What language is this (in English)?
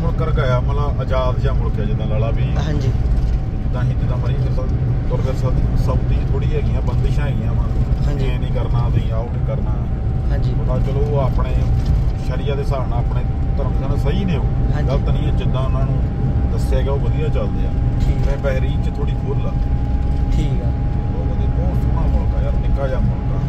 Punjabi